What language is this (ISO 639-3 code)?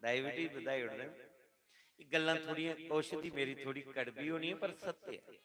doi